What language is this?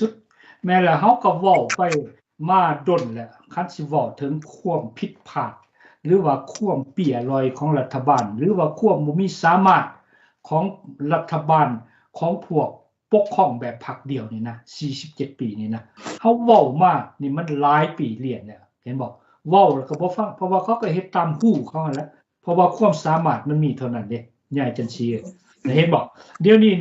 Lao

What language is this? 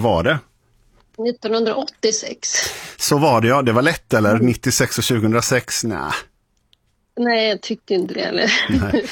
Swedish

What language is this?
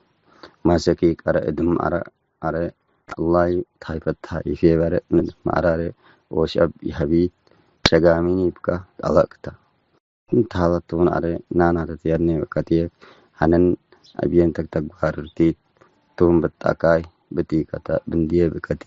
Tigre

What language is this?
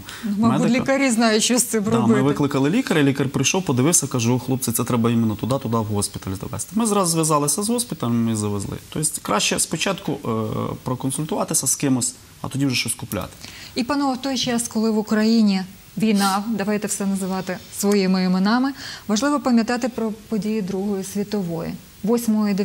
Ukrainian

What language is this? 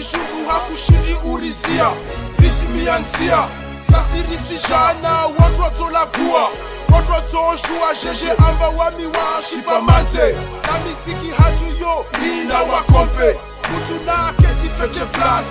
Swahili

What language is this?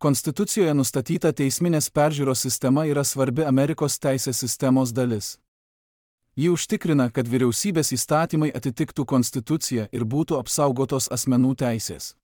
Lithuanian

